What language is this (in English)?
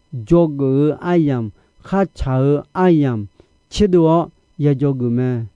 Akha